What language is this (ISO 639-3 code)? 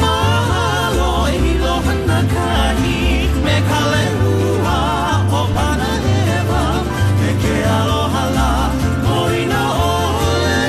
haw